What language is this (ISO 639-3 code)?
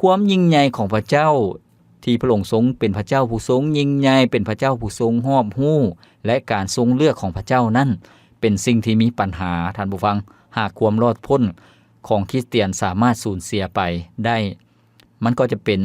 lao